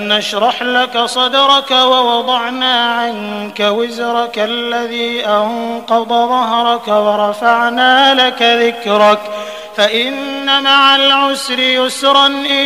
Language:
Arabic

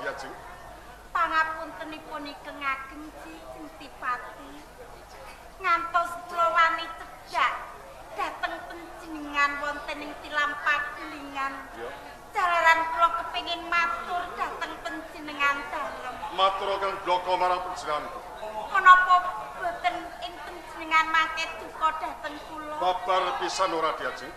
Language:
Javanese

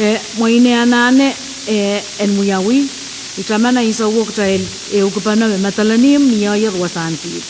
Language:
Pohnpeian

